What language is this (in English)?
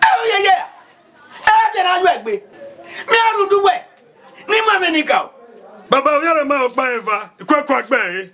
Bini